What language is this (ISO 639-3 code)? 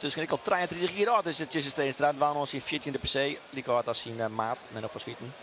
fry